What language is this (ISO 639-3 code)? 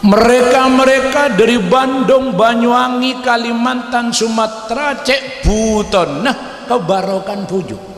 mad